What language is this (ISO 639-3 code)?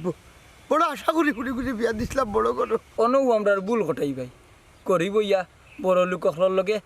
syl